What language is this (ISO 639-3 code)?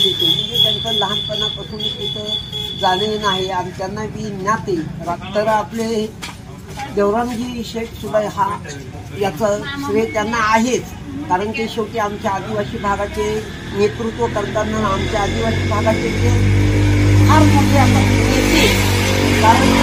mar